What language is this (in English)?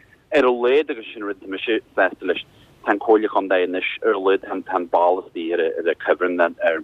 Irish